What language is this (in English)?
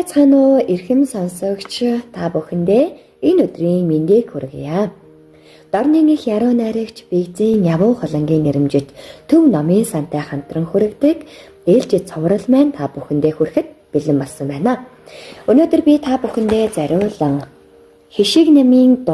Mongolian